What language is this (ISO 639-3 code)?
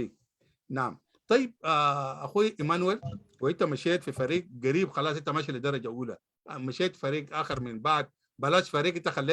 apd